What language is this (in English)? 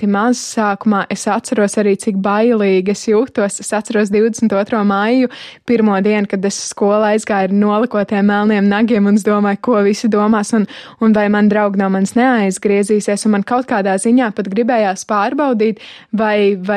Latvian